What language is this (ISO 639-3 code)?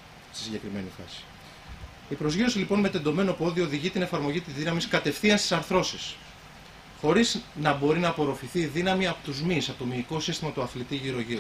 ell